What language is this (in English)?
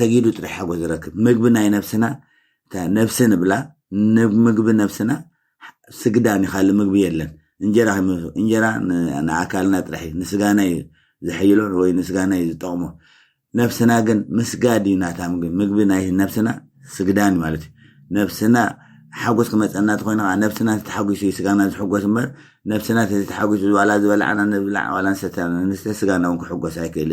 Tigrinya